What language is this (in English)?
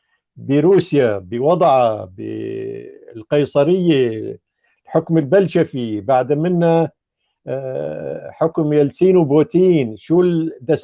North Levantine Arabic